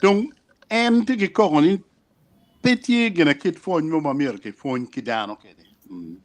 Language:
Acoli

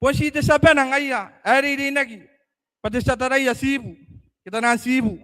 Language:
Gilbertese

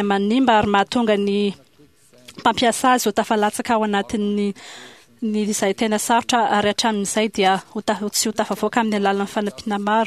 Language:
Malagasy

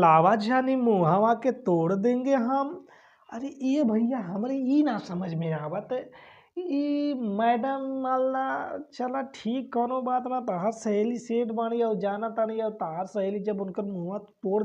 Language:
Bhojpuri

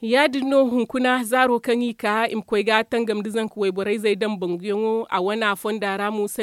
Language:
Zarma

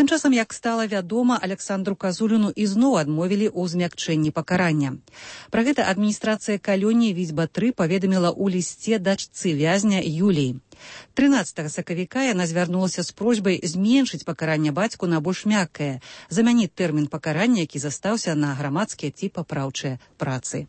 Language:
Belarusian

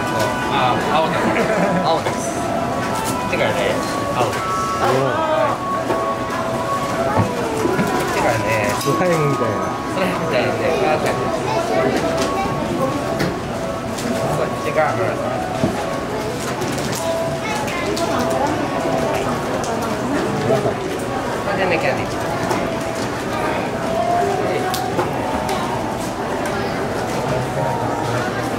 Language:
Japanese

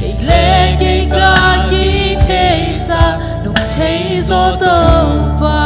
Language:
Tedim Chin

